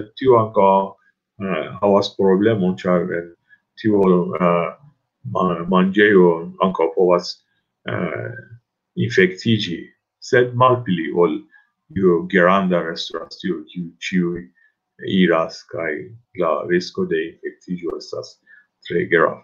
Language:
Esperanto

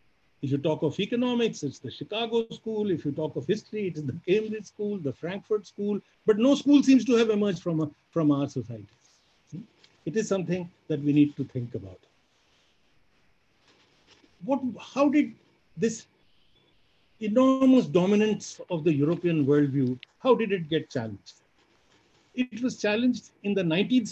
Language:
English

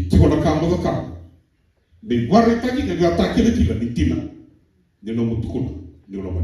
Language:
Fijian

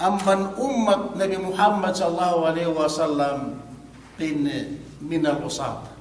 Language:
Yakan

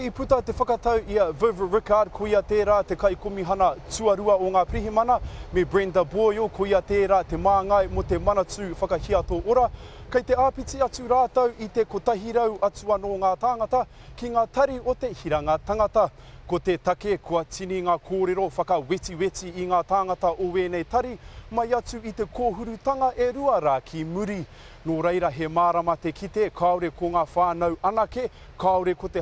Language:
Māori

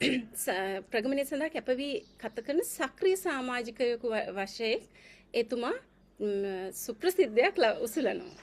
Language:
Sinhala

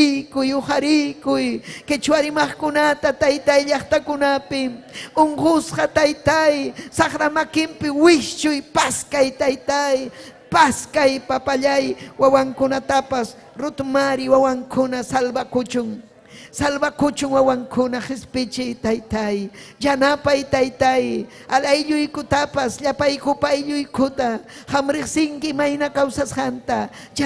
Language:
Ayacucho Quechua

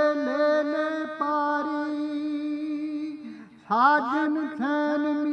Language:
Punjabi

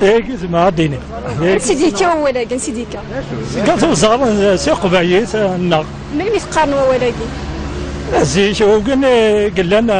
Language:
Kabyle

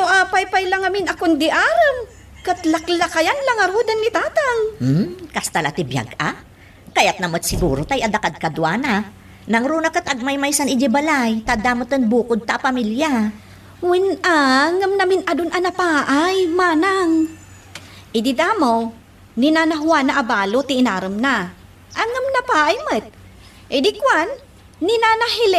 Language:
Iloko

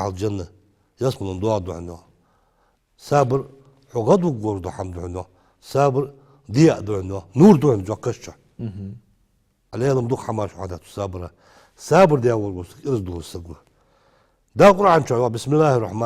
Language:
Ingush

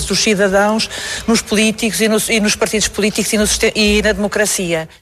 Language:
Portuguese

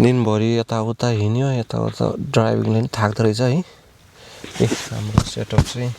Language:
Nepali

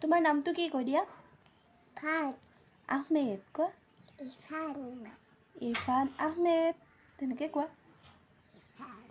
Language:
Assamese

